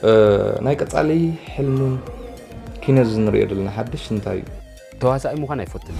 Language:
Tigrinya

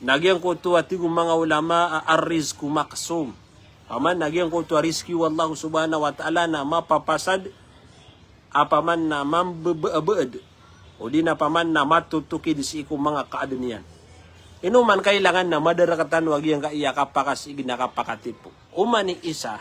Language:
Maranao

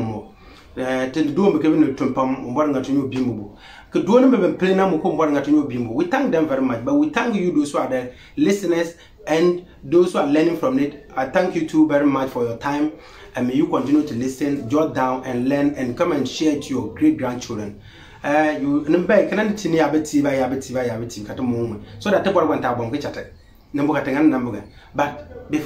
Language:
Konkomba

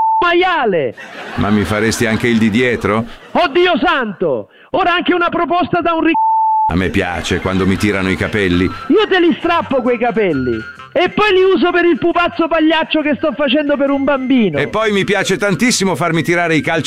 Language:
Italian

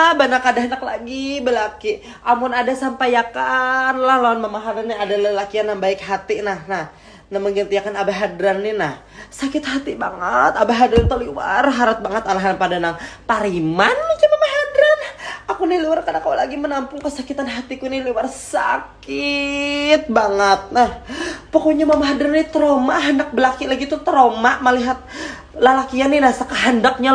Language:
Banjar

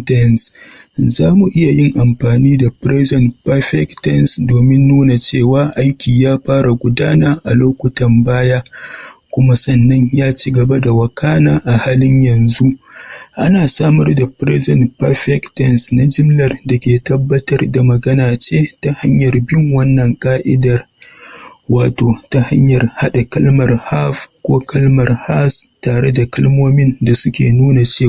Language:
Hausa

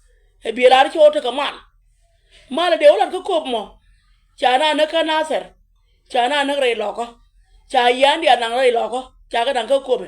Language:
Nuer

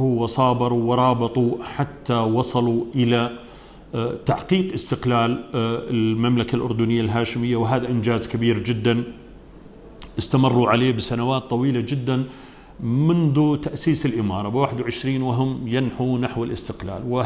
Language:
Arabic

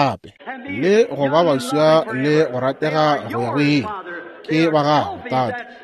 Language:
Northern Sotho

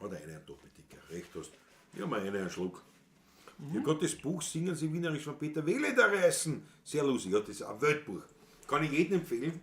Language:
Bavarian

